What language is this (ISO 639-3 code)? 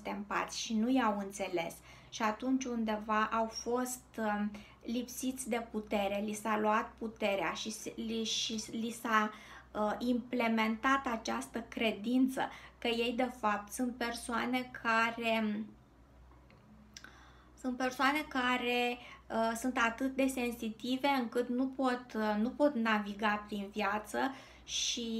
ron